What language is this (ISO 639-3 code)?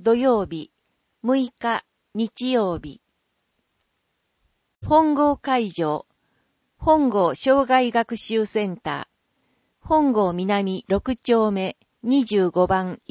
jpn